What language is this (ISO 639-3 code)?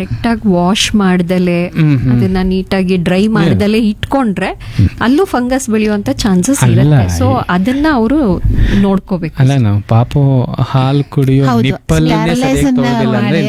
kan